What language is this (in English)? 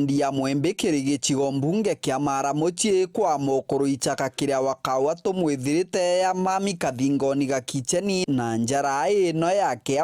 Meru